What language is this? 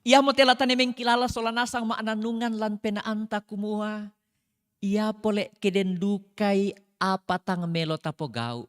Toraja-Sa'dan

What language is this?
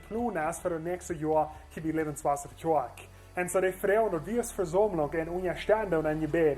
Plautdietsch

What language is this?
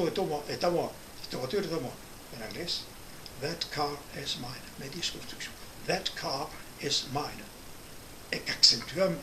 Occitan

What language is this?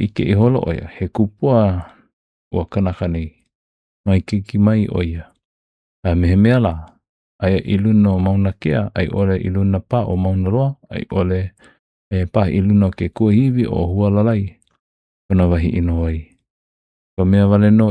Hawaiian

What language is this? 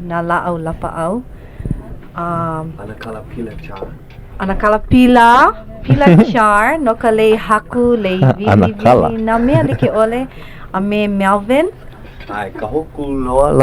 Hawaiian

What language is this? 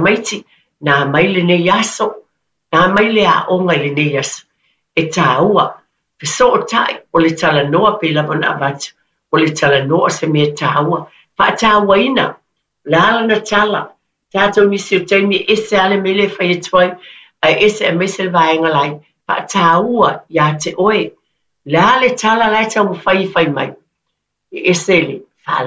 Samoan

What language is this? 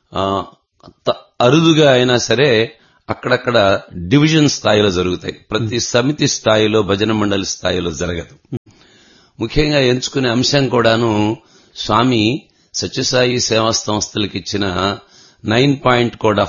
Telugu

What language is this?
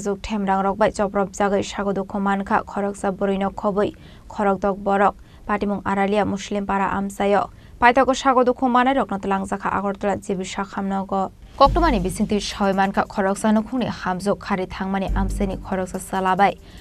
Kok Borok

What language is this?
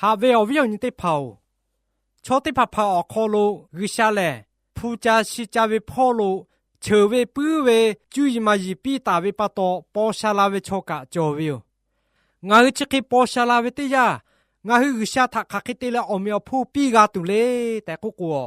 Lahu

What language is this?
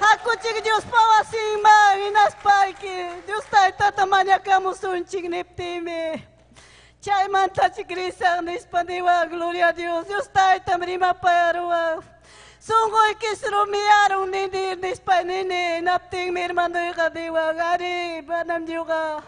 Ayacucho Quechua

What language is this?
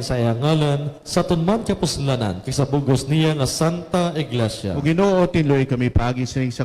Hiligaynon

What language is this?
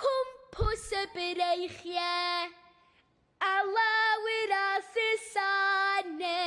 Welsh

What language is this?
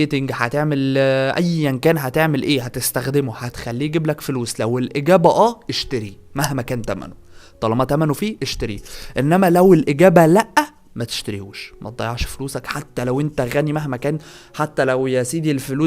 Egyptian Arabic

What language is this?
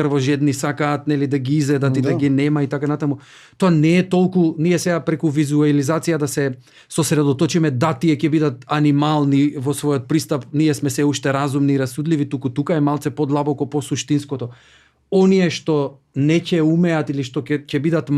Macedonian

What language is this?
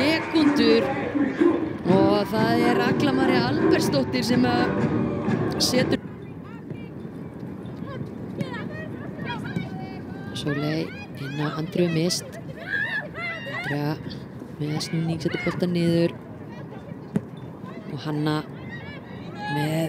Icelandic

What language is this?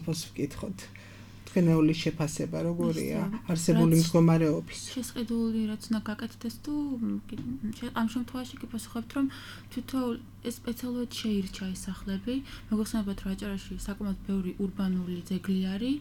Georgian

